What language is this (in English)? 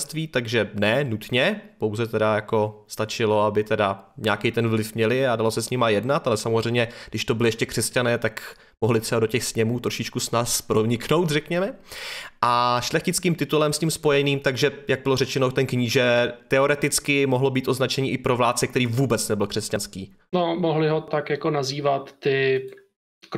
Czech